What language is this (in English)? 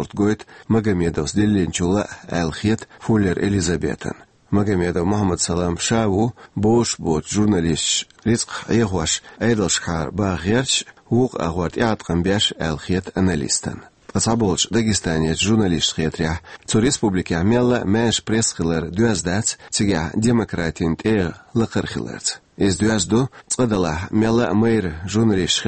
Chechen